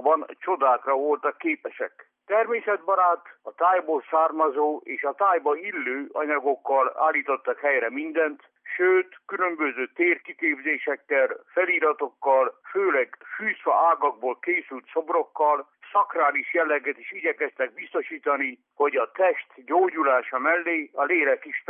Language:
Hungarian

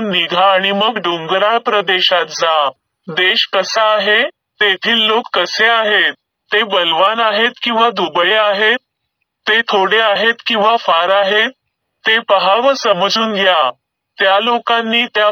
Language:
Marathi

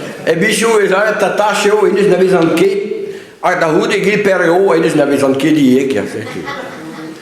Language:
Breton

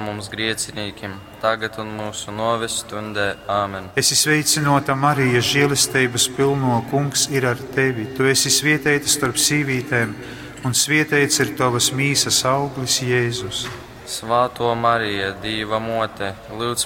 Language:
Latgalian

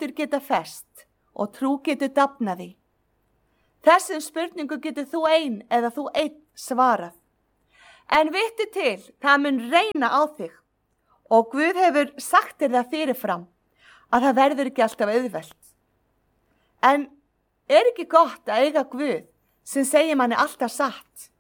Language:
Icelandic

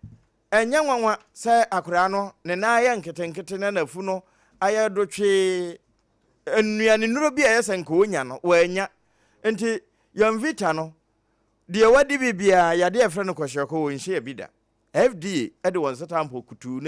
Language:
Akan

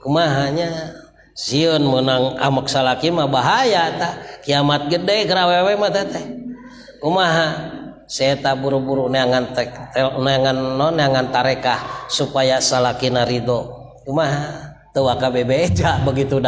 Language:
Sundanese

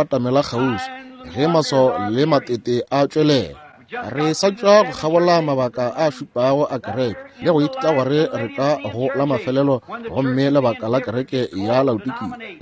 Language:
Northern Sotho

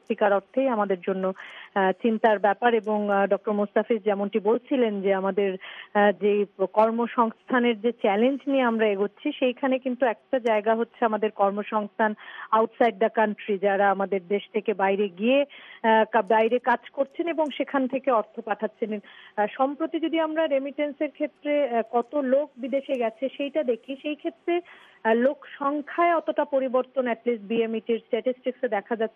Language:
Bangla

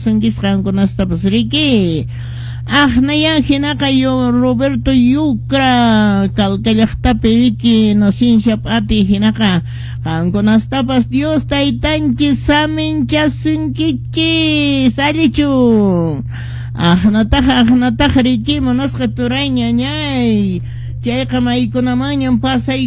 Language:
Quechua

